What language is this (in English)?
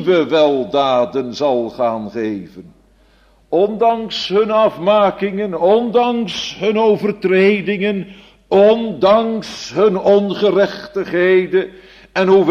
Dutch